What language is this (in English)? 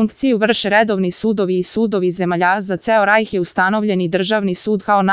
Serbian